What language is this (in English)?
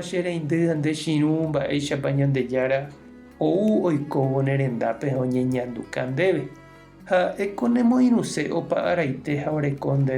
Guarani